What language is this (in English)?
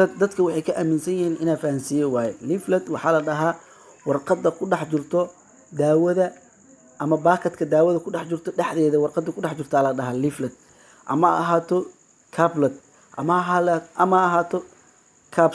Somali